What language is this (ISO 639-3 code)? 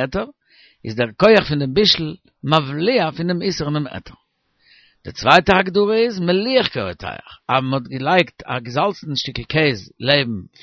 yid